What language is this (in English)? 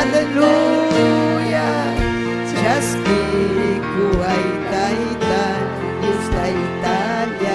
Ayacucho Quechua